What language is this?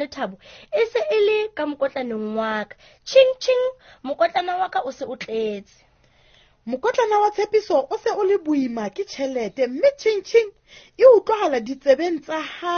Southern Sotho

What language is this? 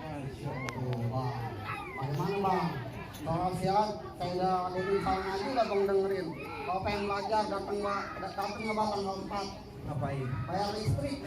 Betawi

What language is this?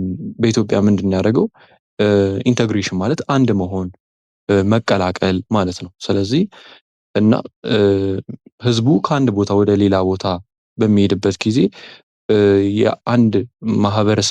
Amharic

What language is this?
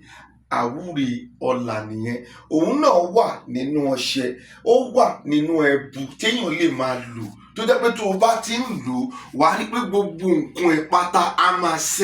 Yoruba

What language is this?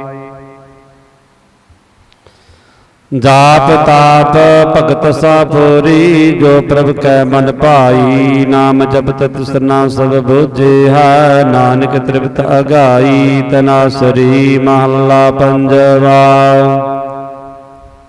Punjabi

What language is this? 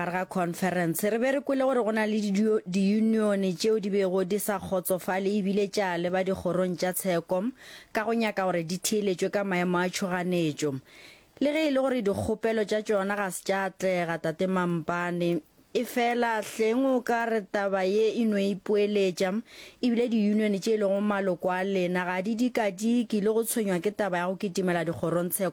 Northern Sotho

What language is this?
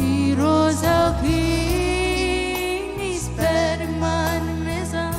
Marshallese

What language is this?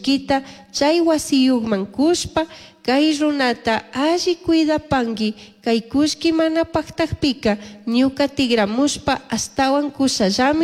Chimborazo Highland Quichua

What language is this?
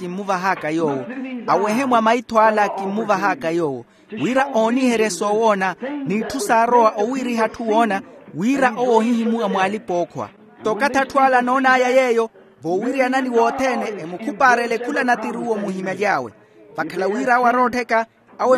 Makhuwa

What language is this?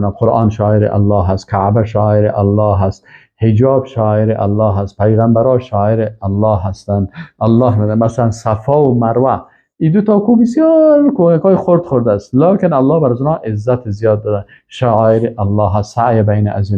Persian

